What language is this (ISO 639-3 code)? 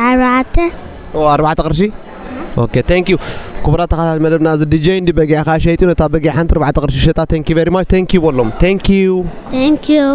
tir